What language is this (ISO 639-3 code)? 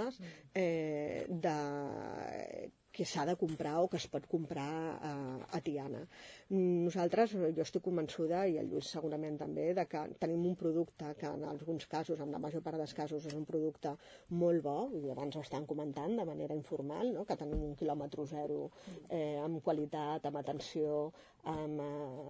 cat